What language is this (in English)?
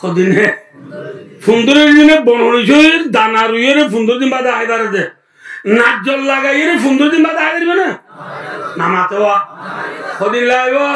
Rohingya